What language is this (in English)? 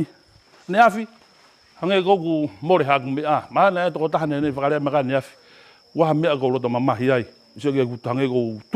Tongan